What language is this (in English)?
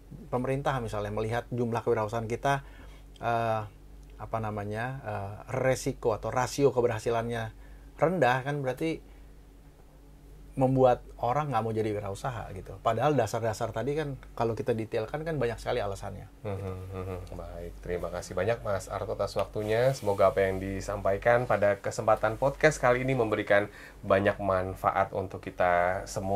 Indonesian